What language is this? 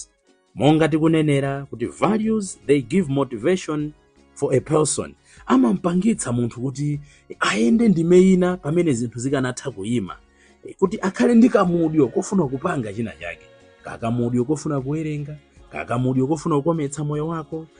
Nyanja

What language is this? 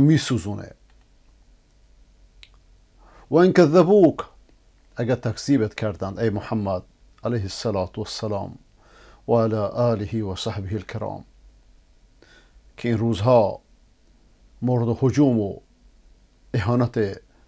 Persian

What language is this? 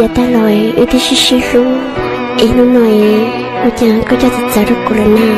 Hmong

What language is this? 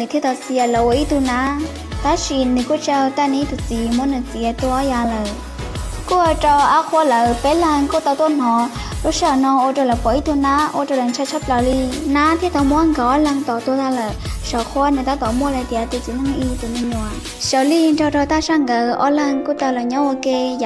Hmong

